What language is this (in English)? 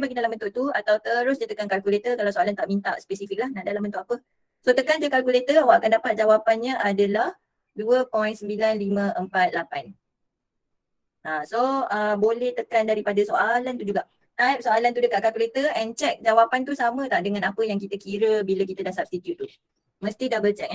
Malay